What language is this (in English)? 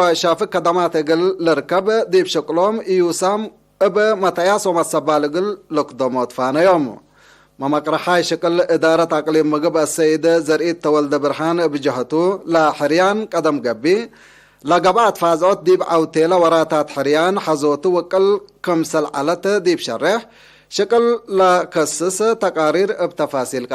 Tigre